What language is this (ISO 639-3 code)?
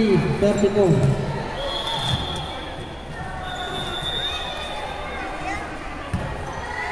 fil